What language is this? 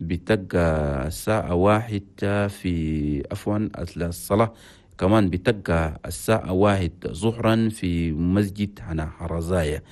Chadian Arabic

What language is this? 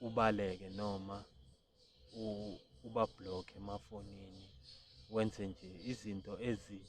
Zulu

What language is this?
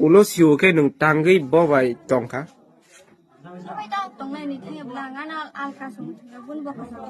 Kok Borok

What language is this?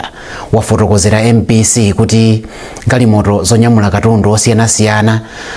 Nyanja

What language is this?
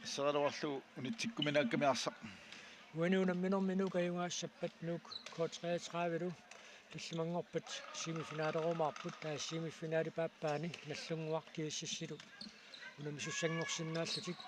Kalaallisut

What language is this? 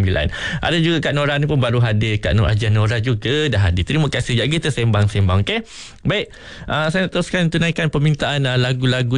Malay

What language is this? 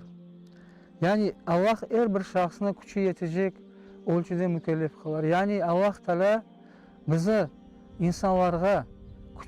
Crimean Tatar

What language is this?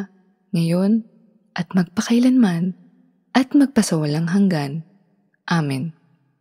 Filipino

